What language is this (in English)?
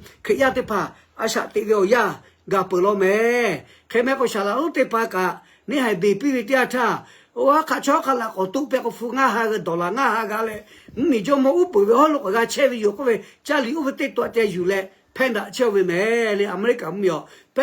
Lahu